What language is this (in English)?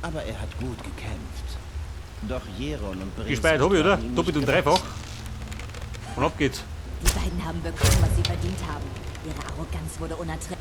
Bavarian